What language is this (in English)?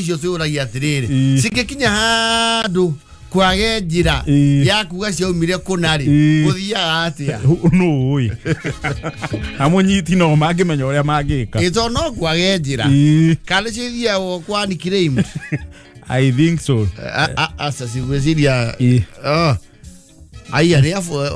Kikuyu